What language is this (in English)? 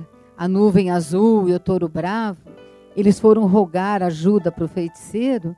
Portuguese